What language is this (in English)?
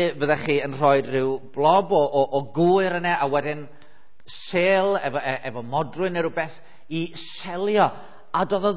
Welsh